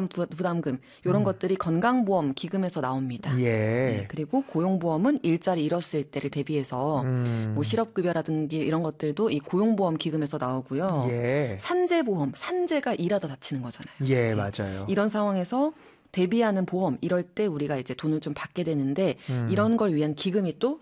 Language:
Korean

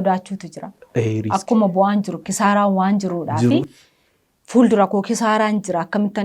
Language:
Oromo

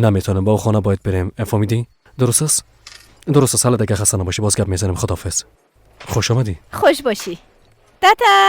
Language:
Persian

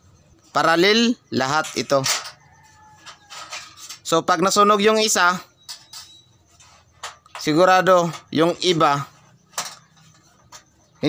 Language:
Filipino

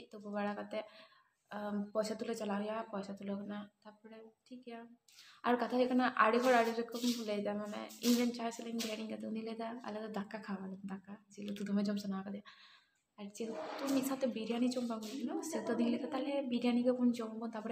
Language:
Santali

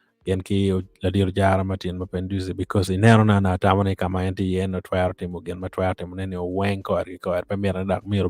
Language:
Acoli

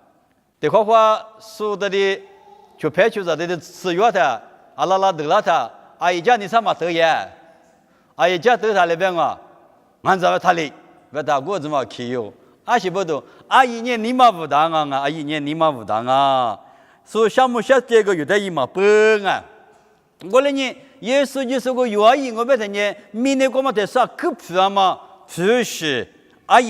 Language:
Lisu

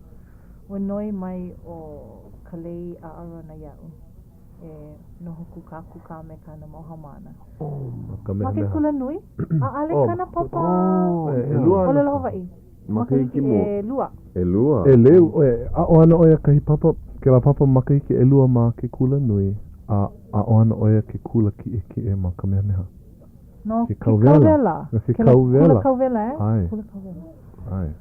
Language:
Hawaiian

